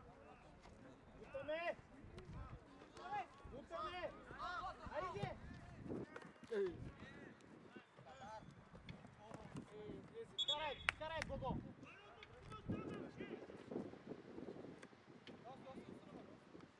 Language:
Bulgarian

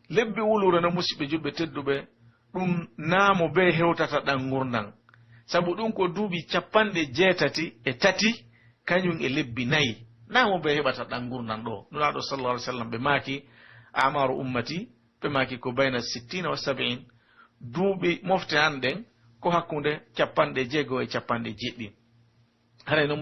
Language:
Pular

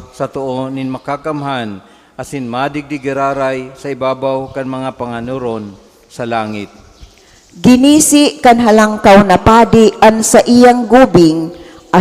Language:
Bikol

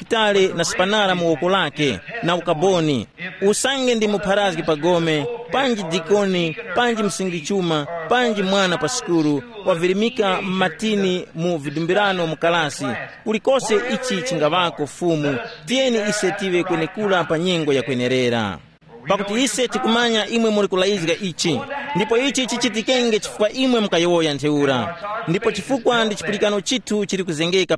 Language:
Tumbuka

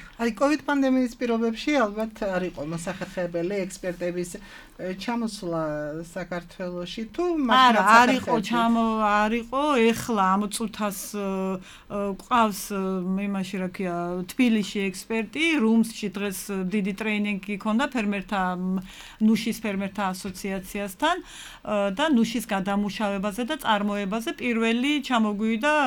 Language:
Georgian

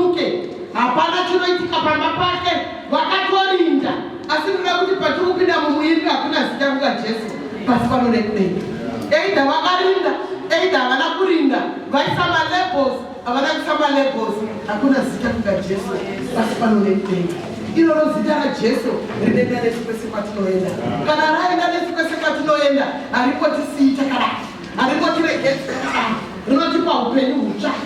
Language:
Shona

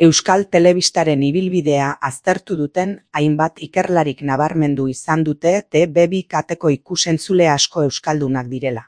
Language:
Basque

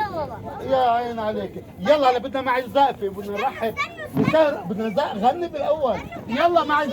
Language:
North Levantine Arabic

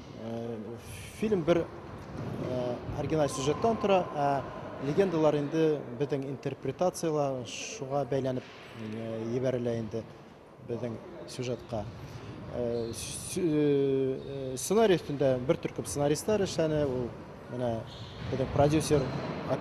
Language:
Bashkir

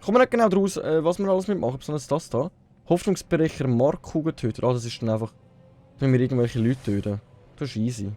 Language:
Swiss German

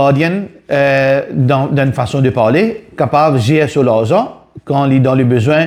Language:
Morisyen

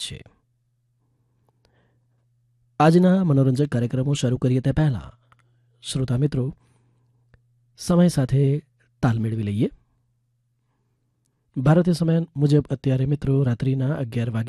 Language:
Gujarati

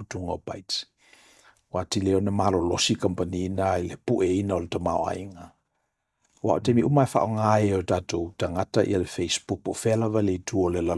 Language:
Samoan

